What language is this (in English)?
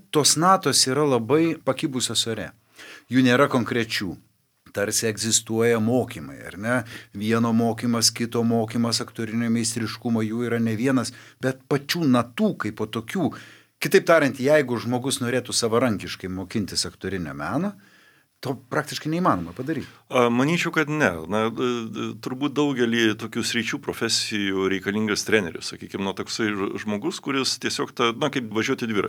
Lithuanian